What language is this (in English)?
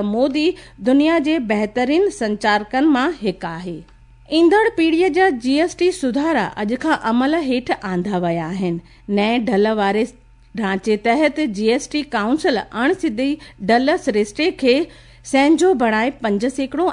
Sindhi